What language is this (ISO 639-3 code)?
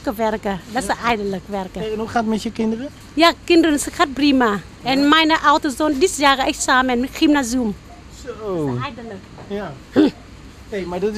nld